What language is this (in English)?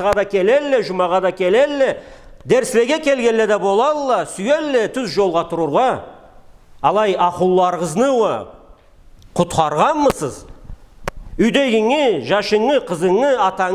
Karachay-Balkar